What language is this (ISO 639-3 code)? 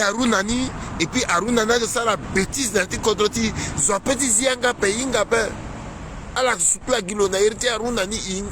sag